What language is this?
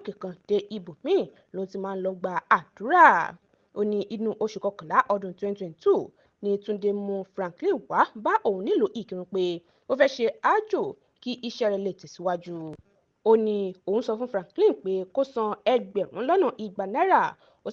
Yoruba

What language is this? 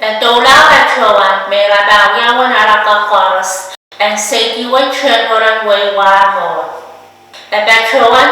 Pohnpeian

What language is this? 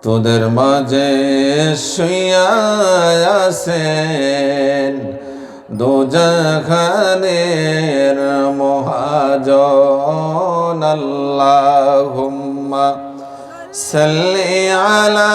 Sylheti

